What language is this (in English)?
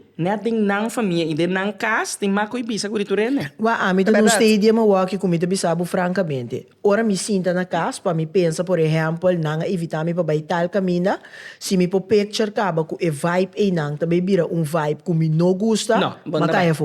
Papiamento